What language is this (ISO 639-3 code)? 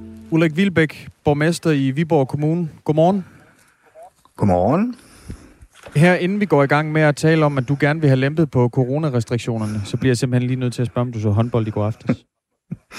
dan